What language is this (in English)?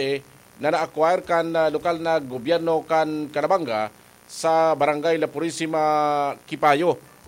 Bikol